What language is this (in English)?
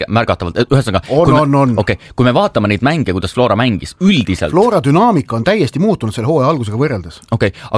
Estonian